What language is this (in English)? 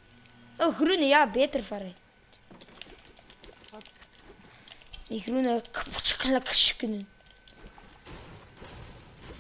Dutch